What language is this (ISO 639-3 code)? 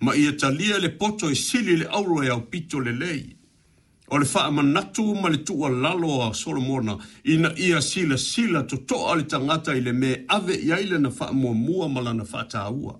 smo